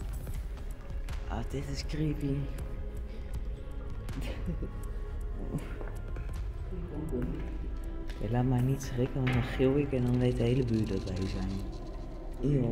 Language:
Dutch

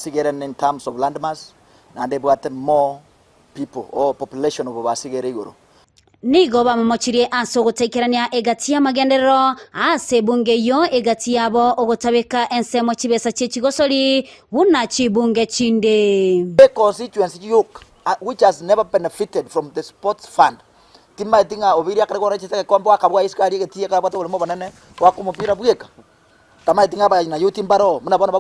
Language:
Gusii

